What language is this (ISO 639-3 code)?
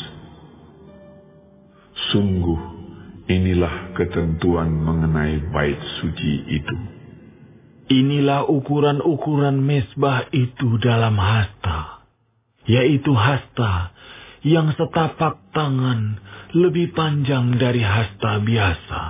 ind